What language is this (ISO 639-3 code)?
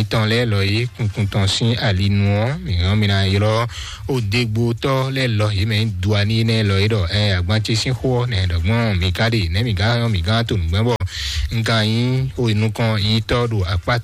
fon